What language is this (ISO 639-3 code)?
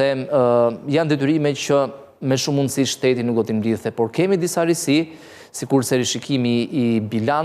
sqi